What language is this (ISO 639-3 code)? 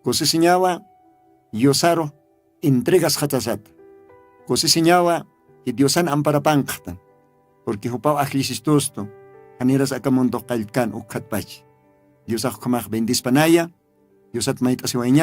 aym